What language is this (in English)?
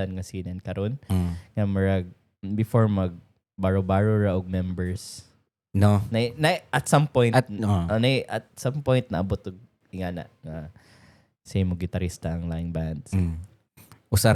Cebuano